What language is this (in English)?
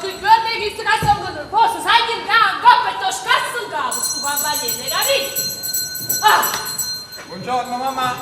Neapolitan